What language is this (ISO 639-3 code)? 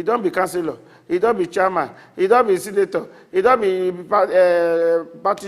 pcm